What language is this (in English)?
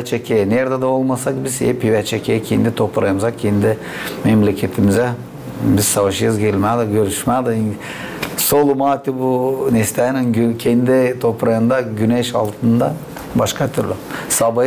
Gagauz